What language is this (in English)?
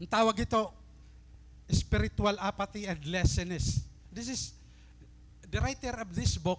Waray